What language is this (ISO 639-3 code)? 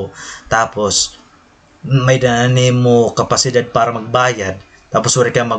war